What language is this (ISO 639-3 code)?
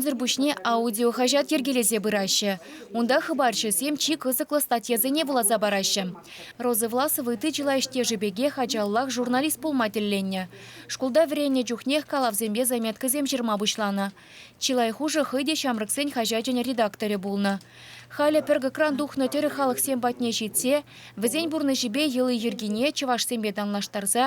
chv